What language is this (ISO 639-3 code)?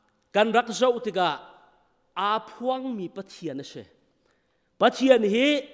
cnh